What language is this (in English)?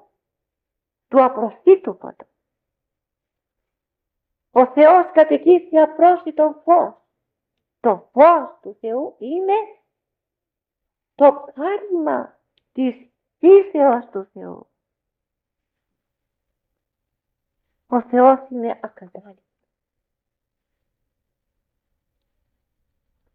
Greek